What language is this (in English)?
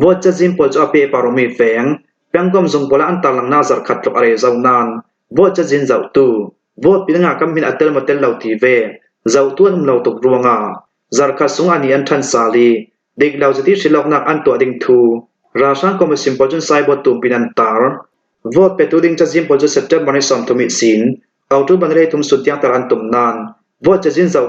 Falam Chin